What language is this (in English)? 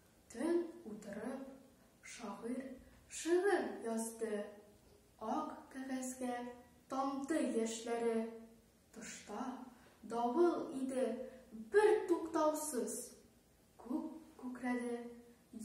Tatar